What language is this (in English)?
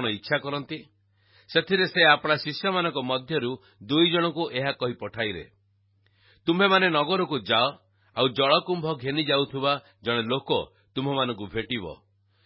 Odia